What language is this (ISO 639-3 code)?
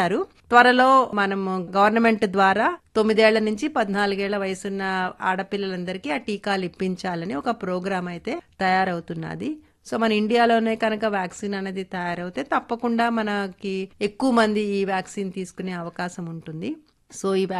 tel